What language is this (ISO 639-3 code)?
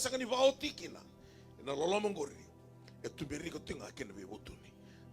fij